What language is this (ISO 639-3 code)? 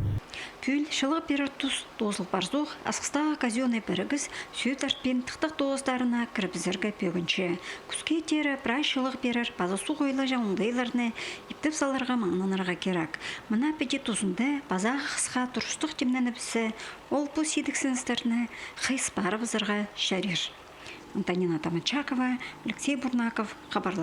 kjh